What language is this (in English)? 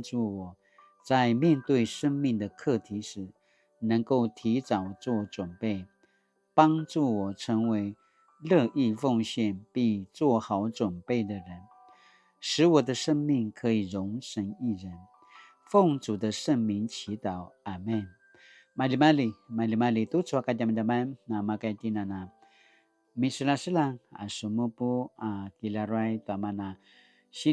Paiwan